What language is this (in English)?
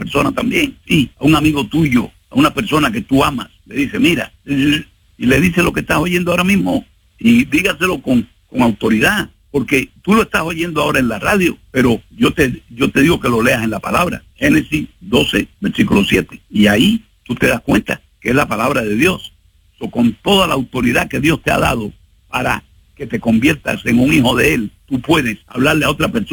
Spanish